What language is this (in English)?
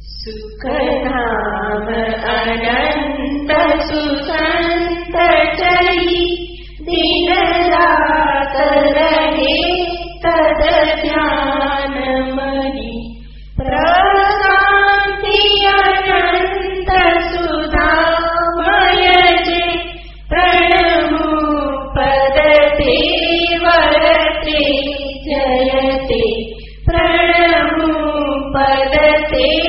Gujarati